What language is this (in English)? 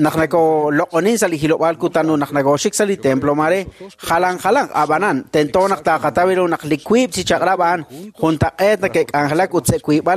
Kekchí